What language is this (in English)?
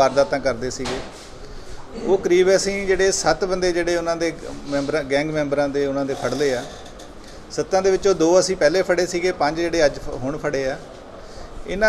Punjabi